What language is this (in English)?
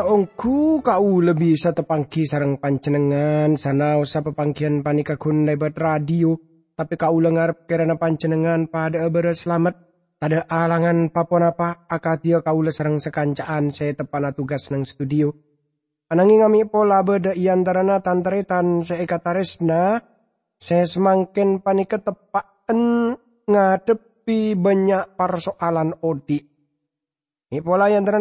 Madurese